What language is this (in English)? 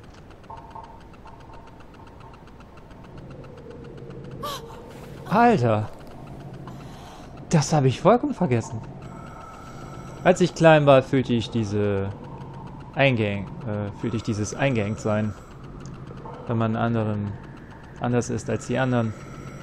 German